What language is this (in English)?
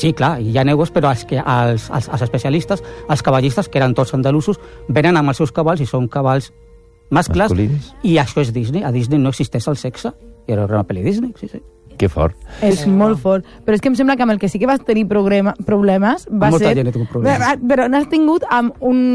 Catalan